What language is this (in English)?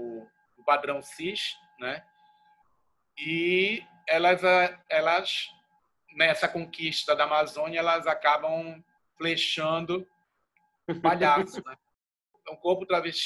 Portuguese